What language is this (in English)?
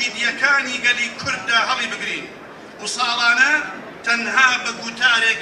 Central Kurdish